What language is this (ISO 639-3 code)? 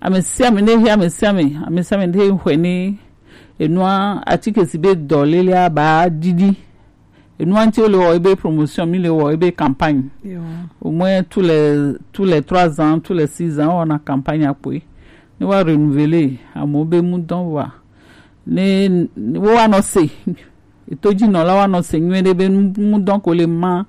gej